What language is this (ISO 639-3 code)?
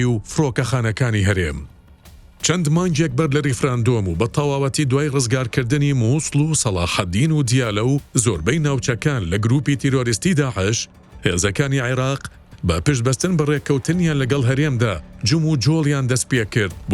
ckb